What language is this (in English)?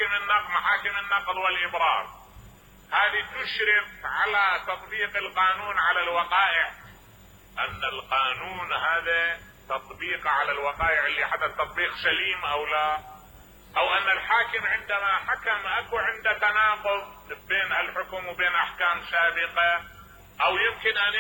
Mesopotamian Arabic